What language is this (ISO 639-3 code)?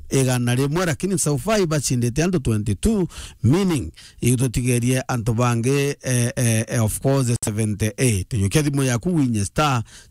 mer